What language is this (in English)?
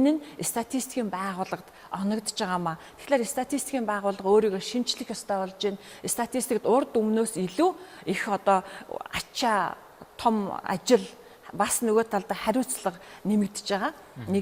Mongolian